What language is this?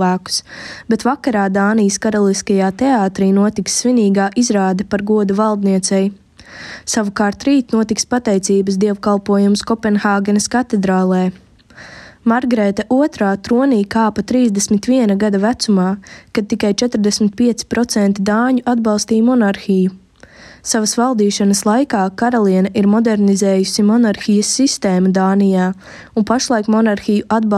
Latvian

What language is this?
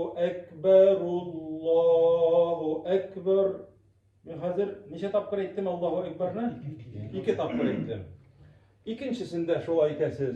Tatar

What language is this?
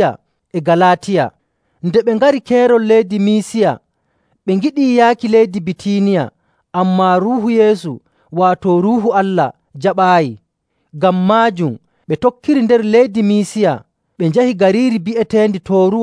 Nigerian Fulfulde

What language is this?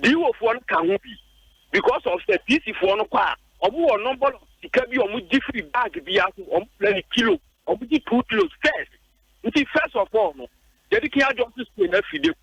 Akan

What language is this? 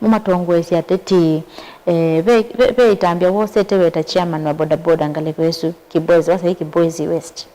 Kamba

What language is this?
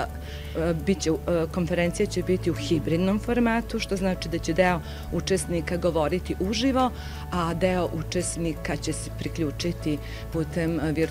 Serbian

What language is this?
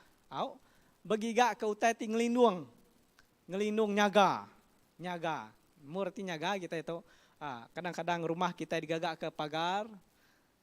Iban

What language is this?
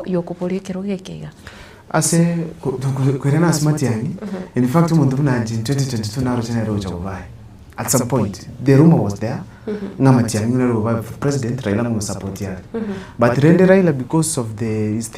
Gusii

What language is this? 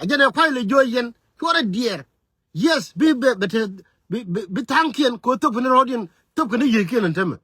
Nuer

